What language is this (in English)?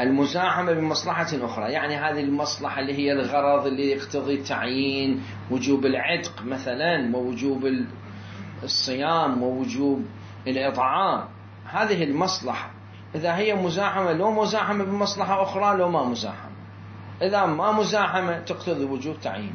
Mesopotamian Arabic